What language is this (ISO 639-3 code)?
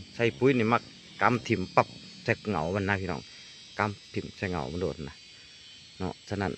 lao